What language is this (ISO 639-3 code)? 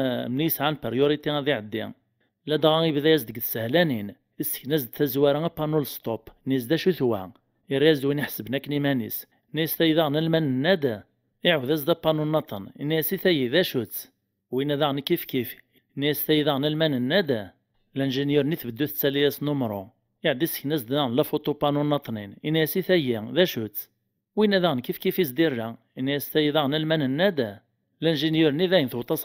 kab